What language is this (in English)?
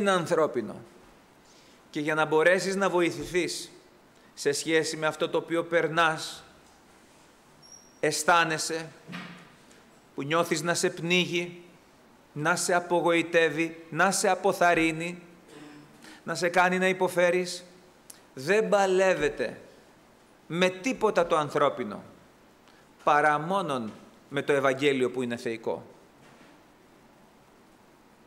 Greek